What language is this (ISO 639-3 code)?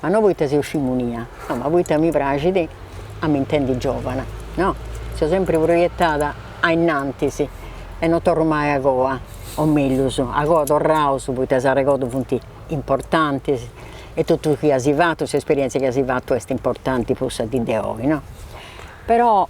srd